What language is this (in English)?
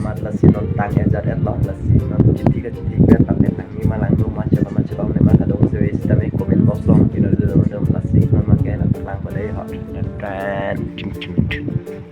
Karbi